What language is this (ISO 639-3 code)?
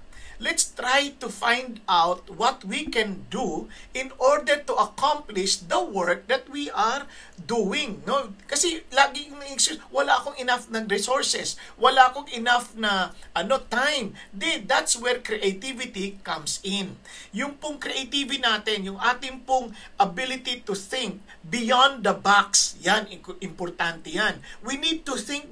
fil